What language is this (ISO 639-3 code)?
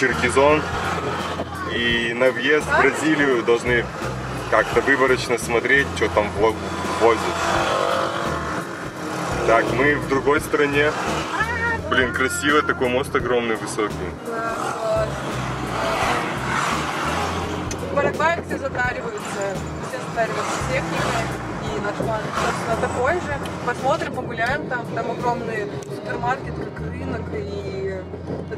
rus